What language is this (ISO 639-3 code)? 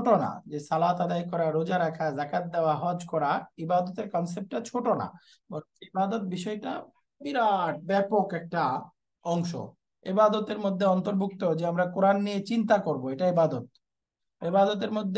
ben